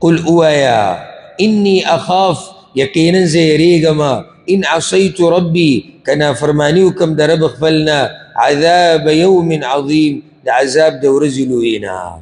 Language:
Pashto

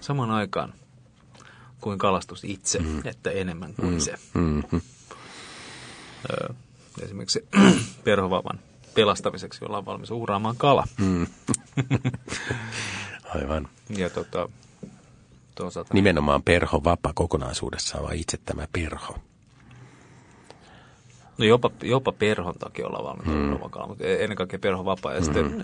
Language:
Finnish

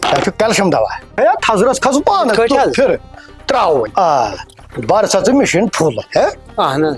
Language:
Kashmiri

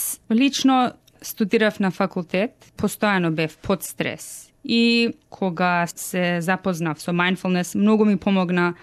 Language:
Macedonian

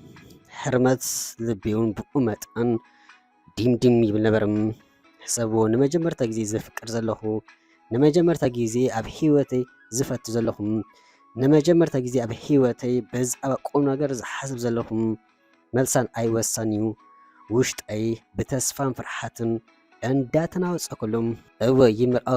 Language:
Tigrinya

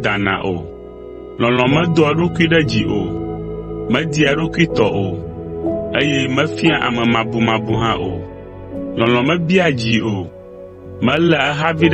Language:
Ewe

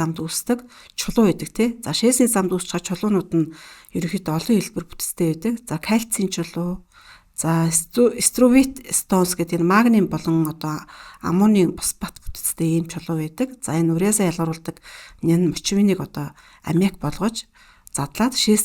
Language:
Mongolian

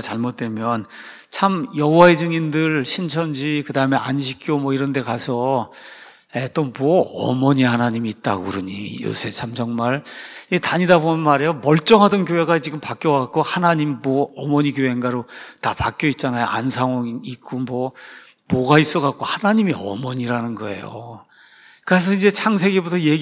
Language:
Korean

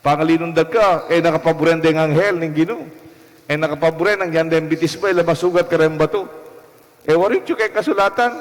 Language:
Pampanga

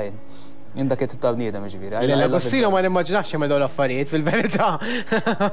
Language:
Maltese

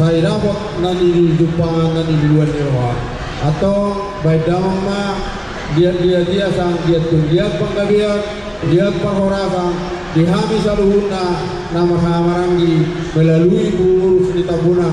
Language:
Batak Toba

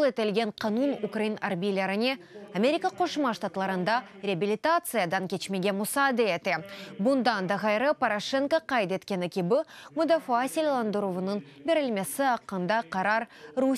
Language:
Crimean Tatar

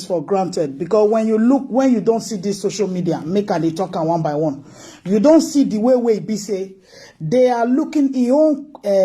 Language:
Nigerian Pidgin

